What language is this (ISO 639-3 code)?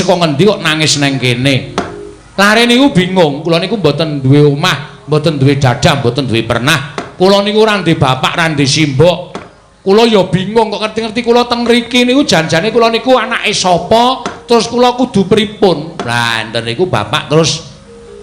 jav